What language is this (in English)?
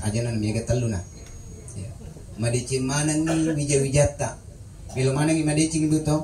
Buginese